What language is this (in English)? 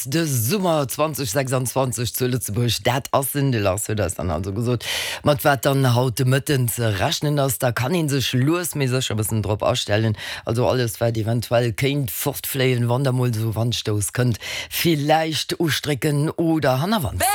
Luxembourgish